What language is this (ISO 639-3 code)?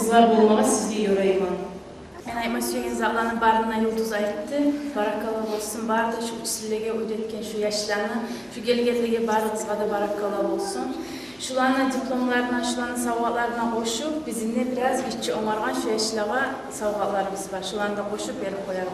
kum